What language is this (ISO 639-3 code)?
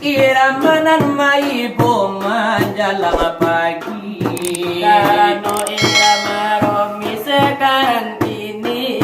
min